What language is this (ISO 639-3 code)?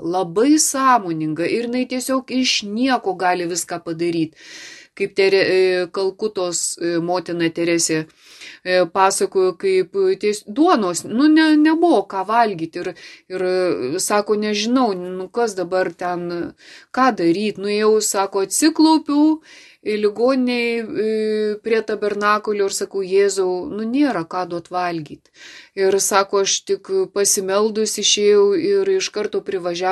lit